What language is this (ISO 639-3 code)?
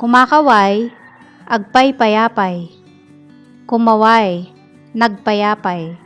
ilo